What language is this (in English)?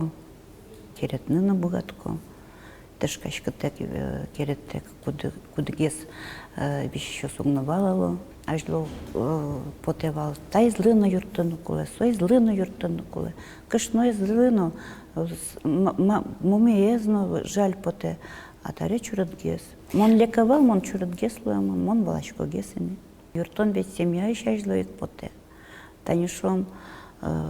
Udmurt